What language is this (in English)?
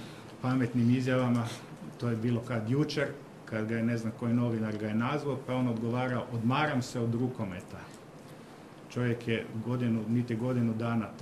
Croatian